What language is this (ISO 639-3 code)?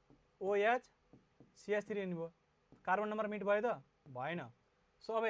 nep